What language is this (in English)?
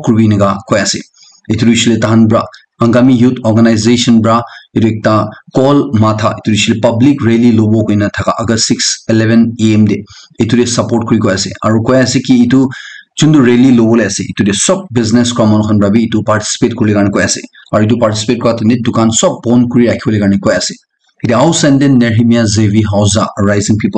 Naga Pidgin